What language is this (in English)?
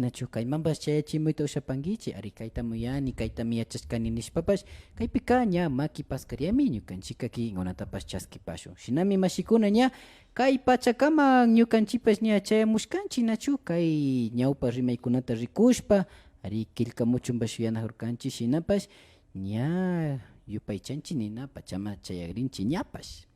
Imbabura Highland Quichua